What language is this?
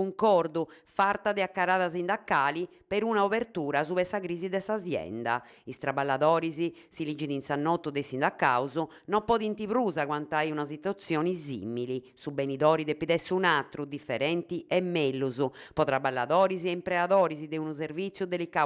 Sardinian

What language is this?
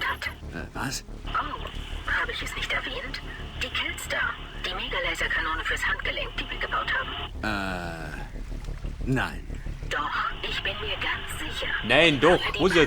Bavarian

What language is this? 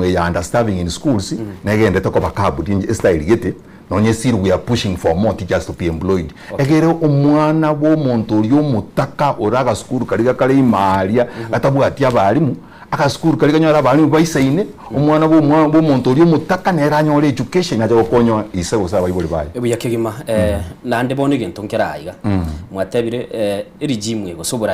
Gusii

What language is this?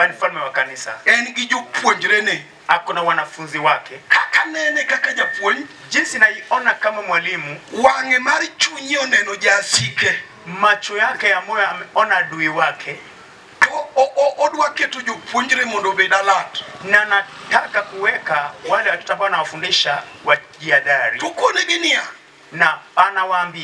Luo (Kenya and Tanzania)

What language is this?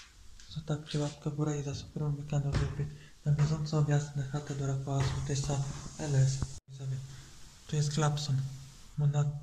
Polish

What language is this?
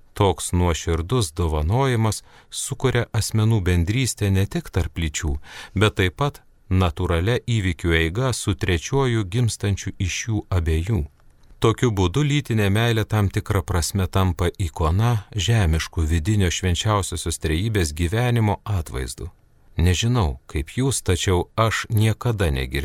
Lithuanian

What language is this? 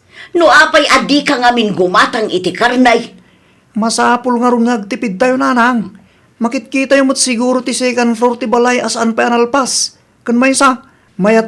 Iloko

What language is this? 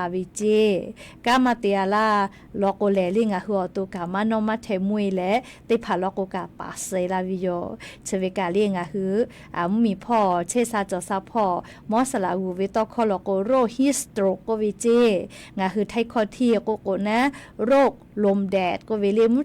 Lahu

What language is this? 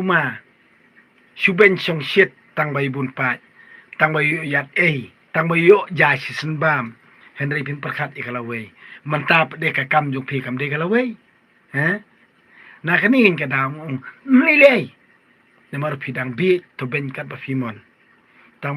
Khasi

